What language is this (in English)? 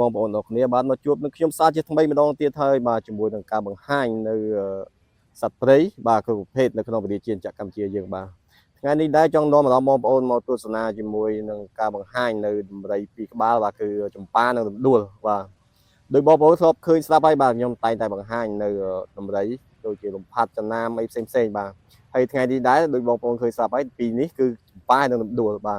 Khmer